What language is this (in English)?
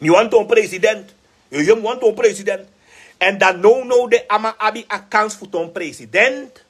Sranan Tongo